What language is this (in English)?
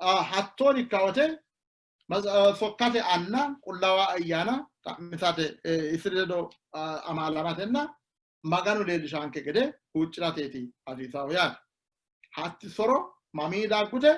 Sidamo